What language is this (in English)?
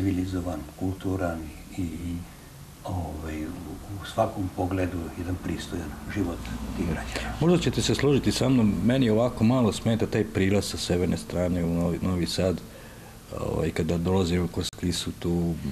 Serbian